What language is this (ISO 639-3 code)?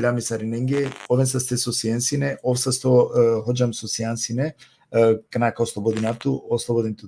rmn